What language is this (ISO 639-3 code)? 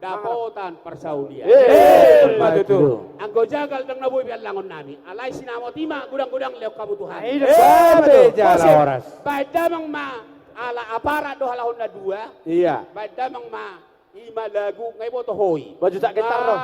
bbc